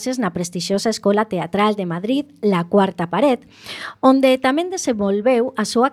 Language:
Galician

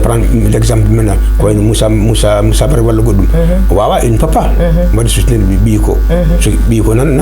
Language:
Fula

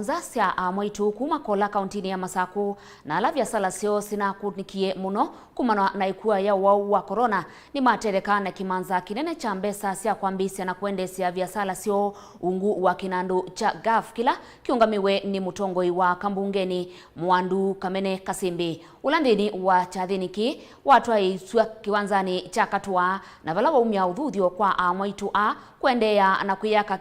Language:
Kamba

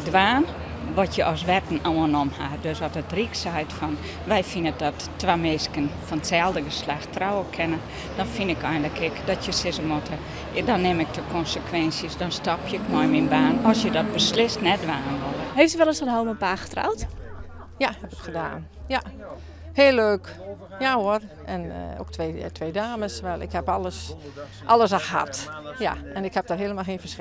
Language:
Western Frisian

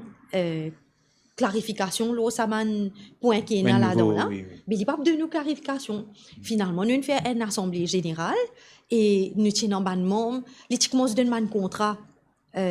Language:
Morisyen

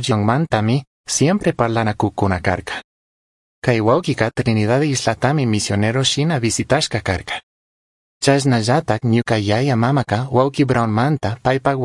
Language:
Chimborazo Highland Quichua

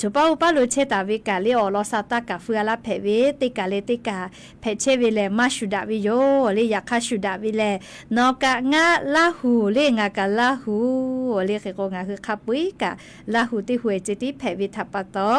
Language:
Lahu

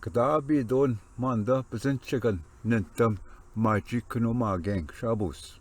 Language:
Ojibwa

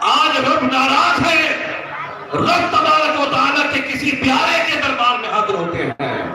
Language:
Saraiki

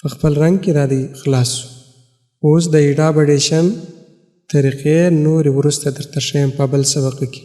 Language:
Pashto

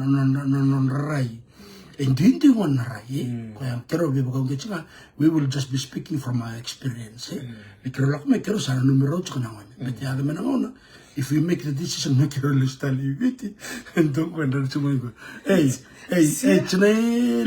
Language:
Fijian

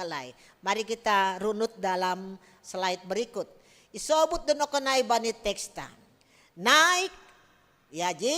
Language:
Batak Simalungun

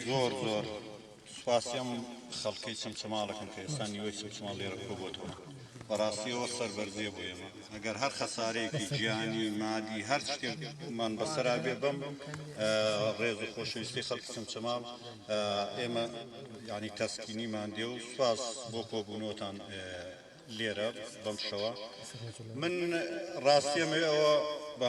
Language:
Central Kurdish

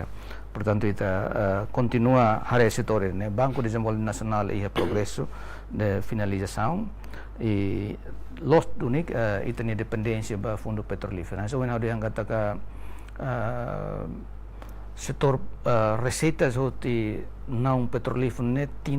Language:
Tetum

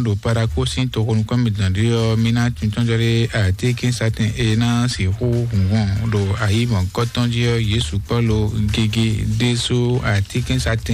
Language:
Fon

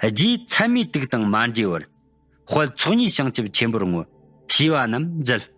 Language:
Tibetan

